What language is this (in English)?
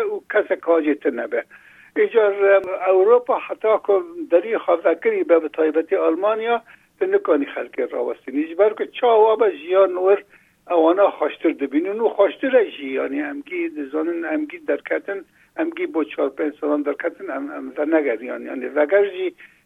Kurdish